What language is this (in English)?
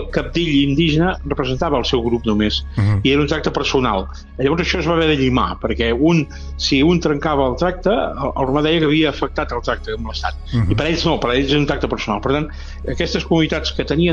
Catalan